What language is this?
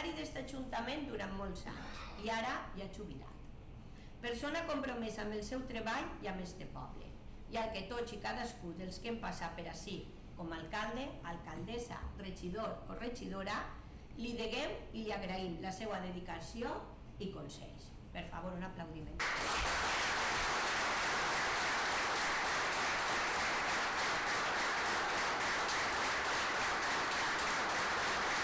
Catalan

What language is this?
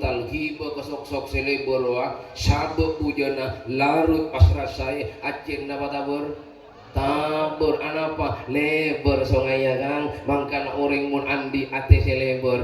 Madurese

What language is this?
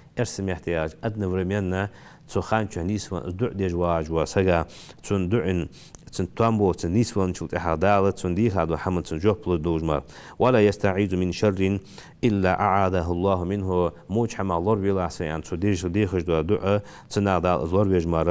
Ingush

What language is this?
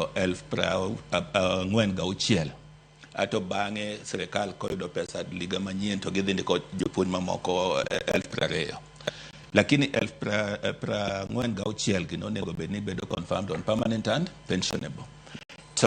Luo (Kenya and Tanzania)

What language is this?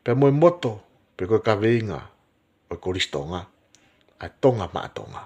Tongan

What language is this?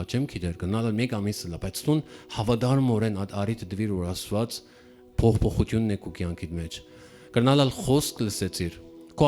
Western Armenian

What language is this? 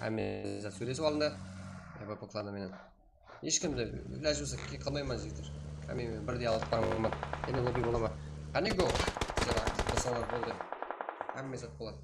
Kara-Kalpak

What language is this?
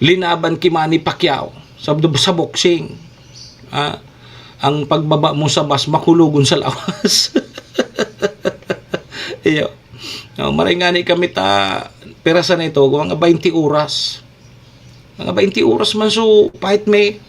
Bikol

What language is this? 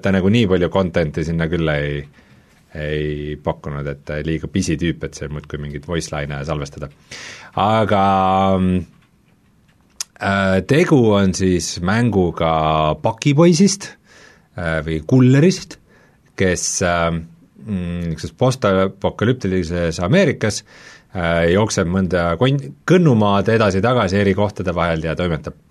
Estonian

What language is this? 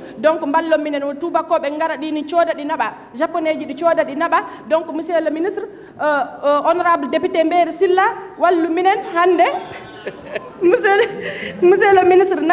Fula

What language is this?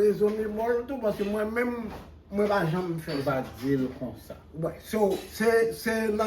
Haitian Creole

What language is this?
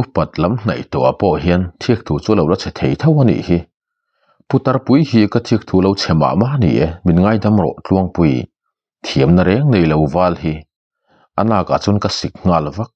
Mizo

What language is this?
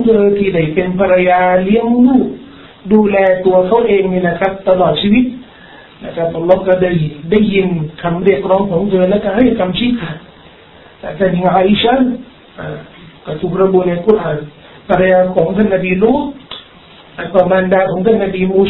Thai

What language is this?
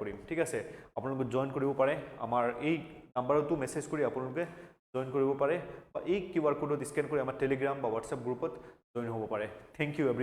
Assamese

